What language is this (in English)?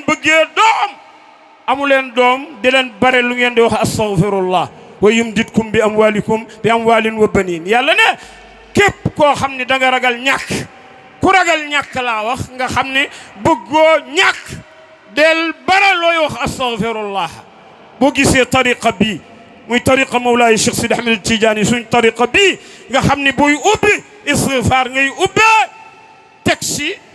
Wolof